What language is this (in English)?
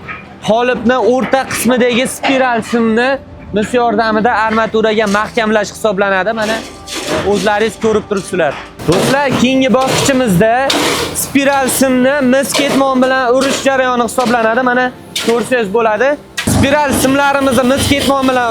Uzbek